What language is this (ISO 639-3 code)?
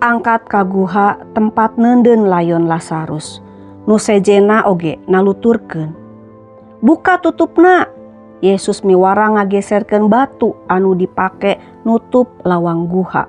sun